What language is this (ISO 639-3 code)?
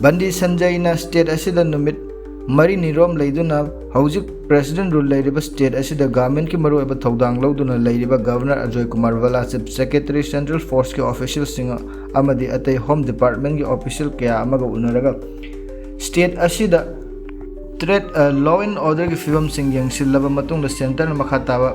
mni